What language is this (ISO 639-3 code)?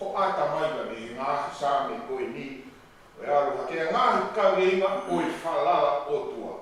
ton